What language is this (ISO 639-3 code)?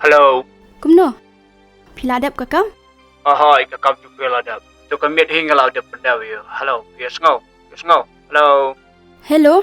kha